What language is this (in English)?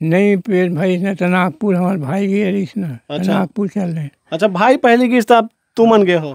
Chhattisgarhi